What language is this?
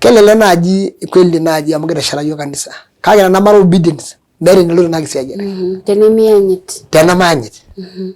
Masai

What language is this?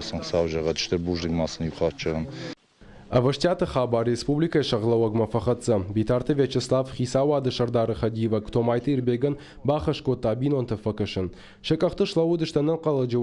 Ossetic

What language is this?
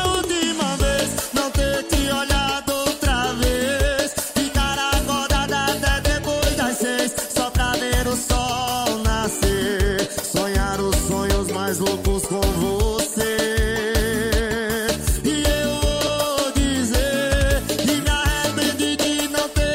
Portuguese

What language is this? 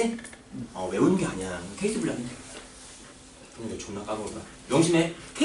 Korean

